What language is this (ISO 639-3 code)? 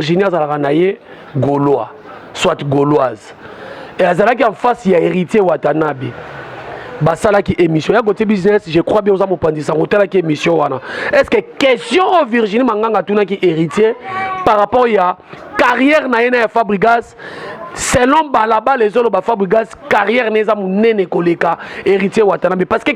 lin